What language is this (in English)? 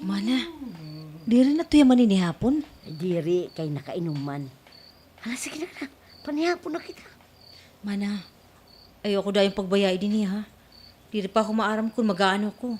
Waray